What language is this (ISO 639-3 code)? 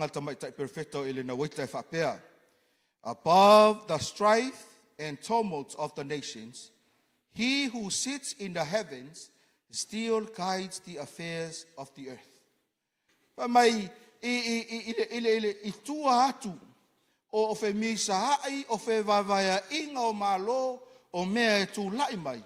smo